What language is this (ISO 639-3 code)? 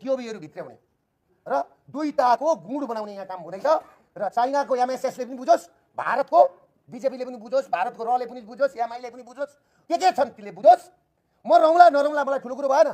nep